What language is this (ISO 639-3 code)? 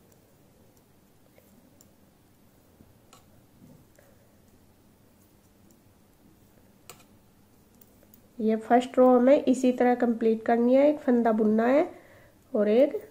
hin